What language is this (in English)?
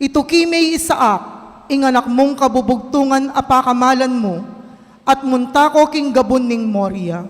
Pampanga